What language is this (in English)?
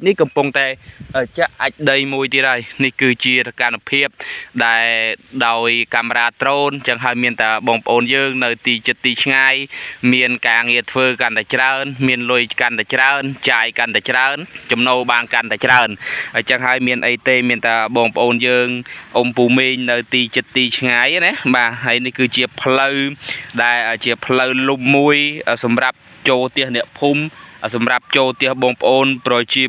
Khmer